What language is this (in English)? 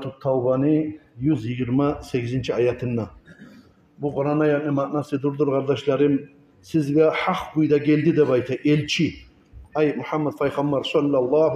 Kumyk